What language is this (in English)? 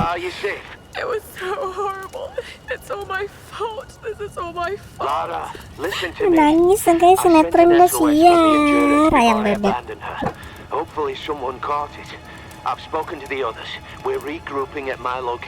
Banjar